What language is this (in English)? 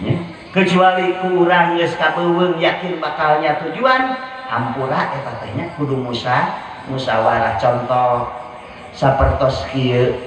Sundanese